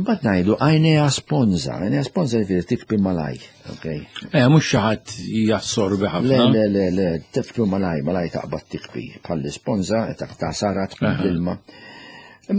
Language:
Maltese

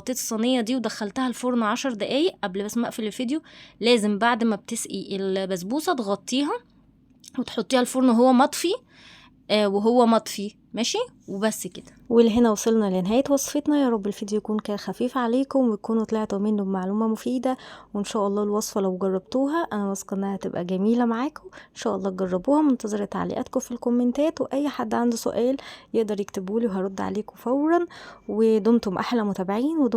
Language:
Egyptian Arabic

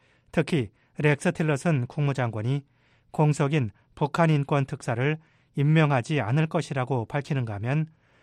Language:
Korean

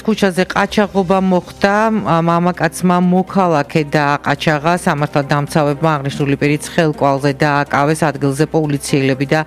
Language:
Georgian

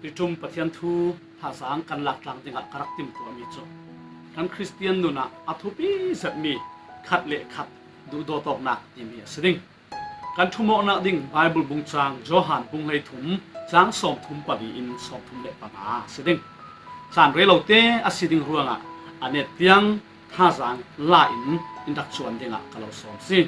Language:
Falam Chin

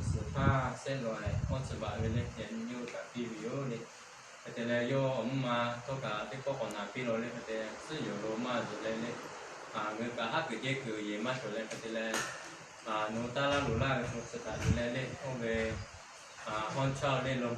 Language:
Lahu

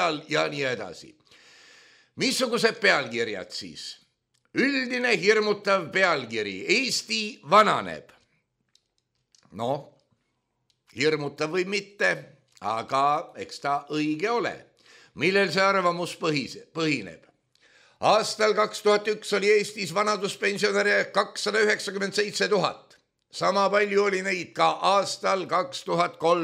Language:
Estonian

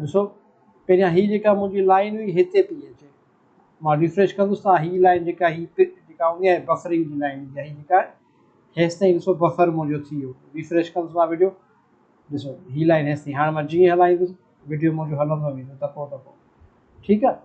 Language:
Sindhi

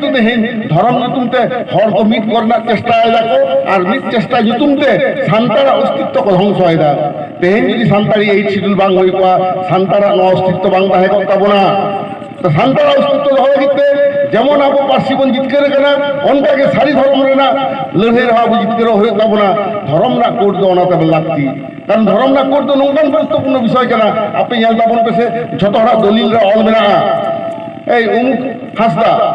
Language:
Santali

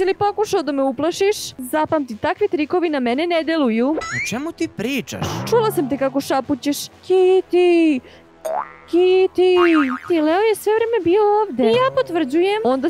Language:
Serbian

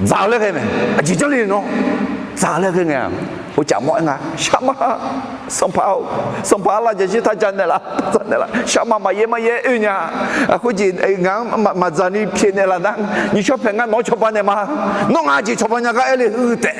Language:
Akha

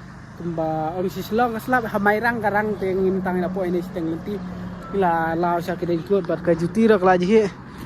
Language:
Khasi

